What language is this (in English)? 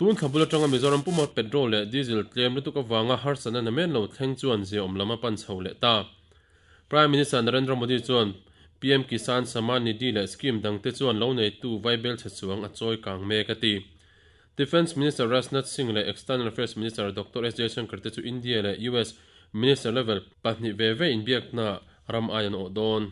Mizo